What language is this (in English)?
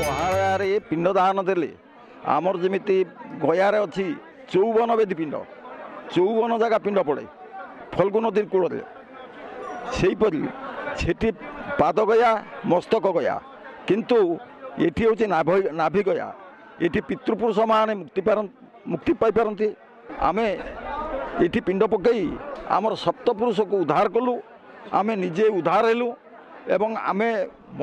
Odia